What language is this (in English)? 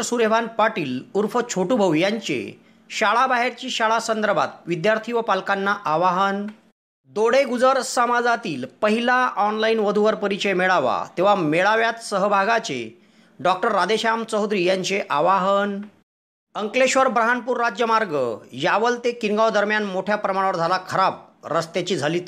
Marathi